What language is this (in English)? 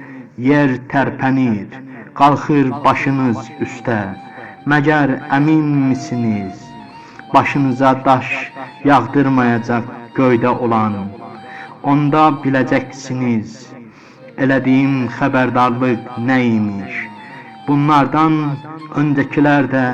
Azerbaijani